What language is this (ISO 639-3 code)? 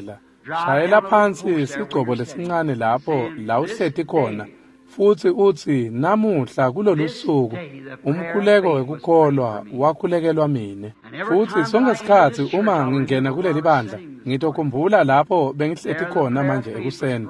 ssw